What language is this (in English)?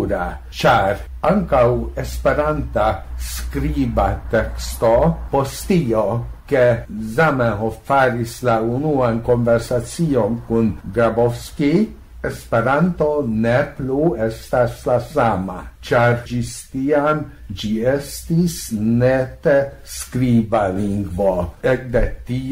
Esperanto